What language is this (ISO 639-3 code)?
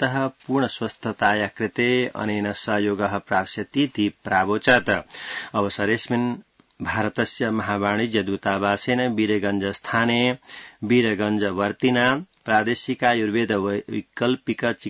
san